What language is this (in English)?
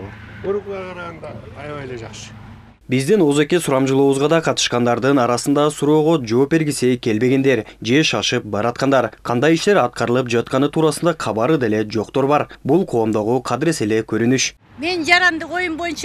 Kyrgyz